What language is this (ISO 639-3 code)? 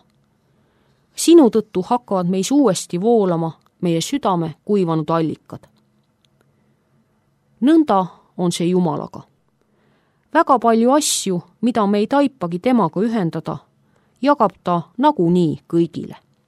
est